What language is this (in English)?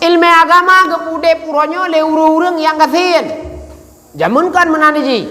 Achinese